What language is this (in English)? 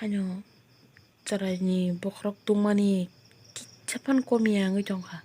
Kok Borok